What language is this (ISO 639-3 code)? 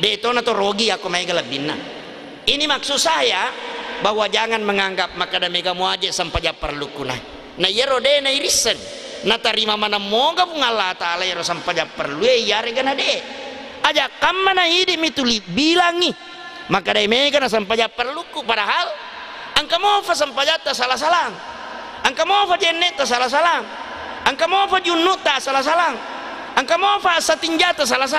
bug